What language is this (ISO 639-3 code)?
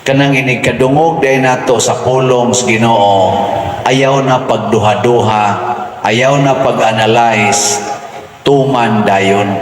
ceb